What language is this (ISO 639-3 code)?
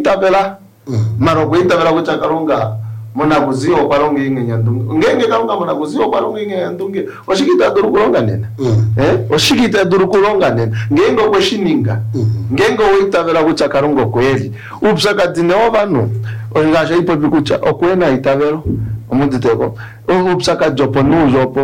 kua